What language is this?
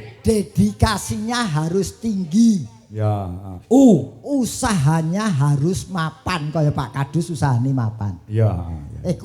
Javanese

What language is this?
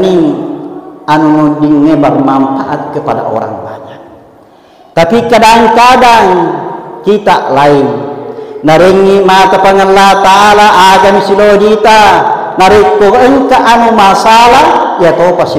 Buginese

